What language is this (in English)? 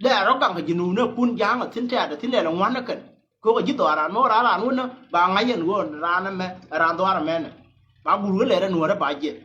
Nuer